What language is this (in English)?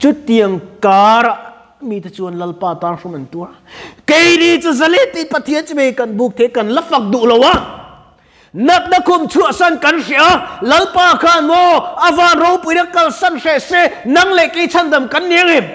Mizo